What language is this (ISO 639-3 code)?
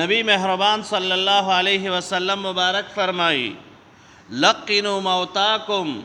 pus